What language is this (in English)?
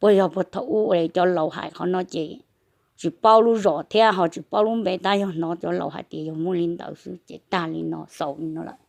Hmong